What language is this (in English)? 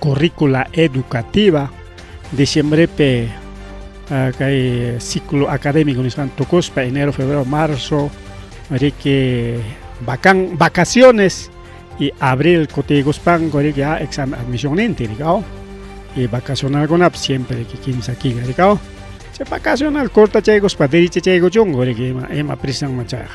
Ayacucho Quechua